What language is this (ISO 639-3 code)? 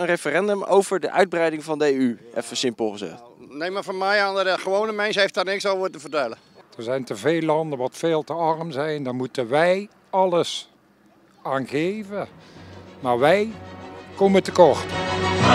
nld